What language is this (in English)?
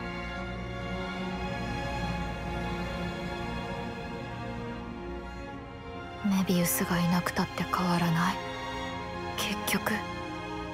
Japanese